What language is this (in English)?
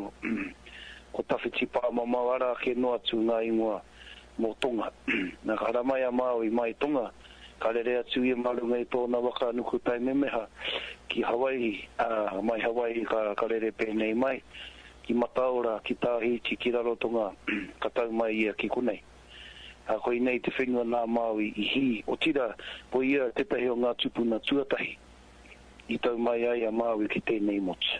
Māori